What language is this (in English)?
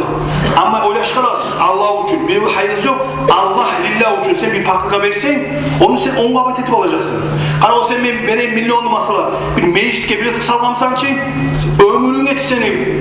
Kumyk